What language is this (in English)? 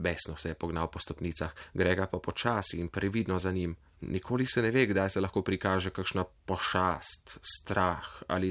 Slovenian